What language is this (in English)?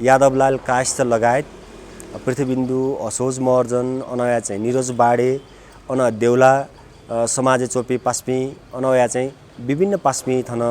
Newari